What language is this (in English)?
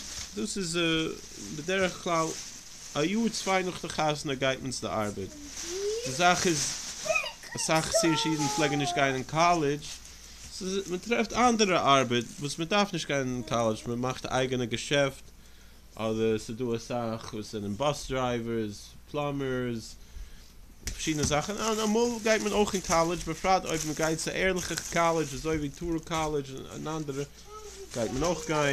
Yiddish